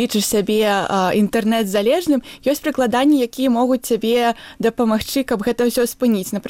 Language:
Belarusian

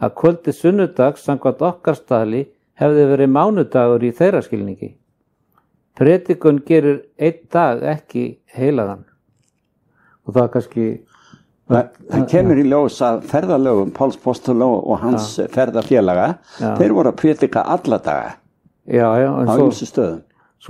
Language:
Icelandic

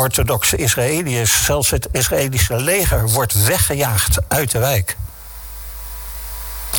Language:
Dutch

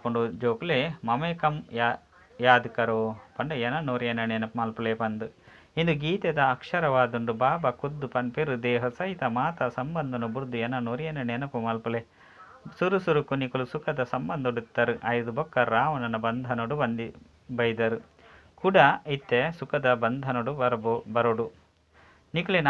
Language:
Tulu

